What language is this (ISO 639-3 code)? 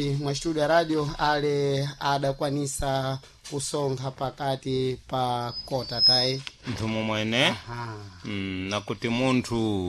seh